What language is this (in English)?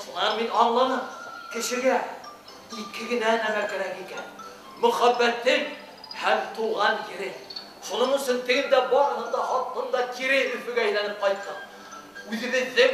Bashkir